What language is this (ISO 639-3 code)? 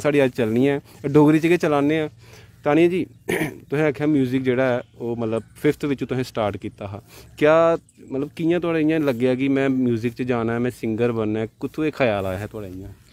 doi